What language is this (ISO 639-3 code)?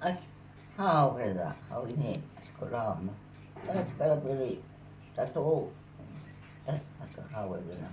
mni